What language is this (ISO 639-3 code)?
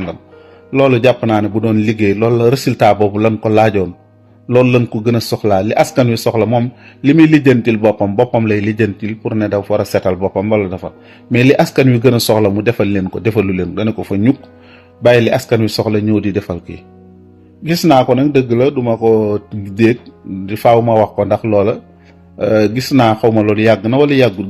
wol